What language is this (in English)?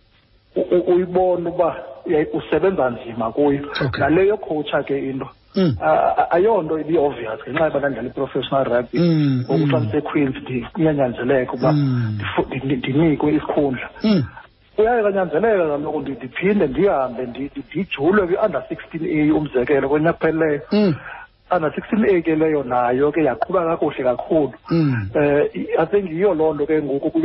Xhosa